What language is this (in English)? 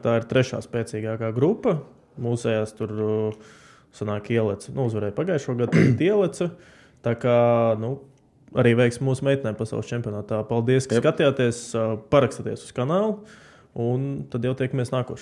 Latvian